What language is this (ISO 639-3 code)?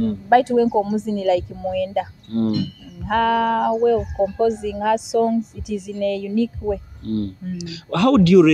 nyo